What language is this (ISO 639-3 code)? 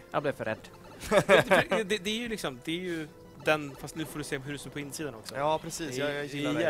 swe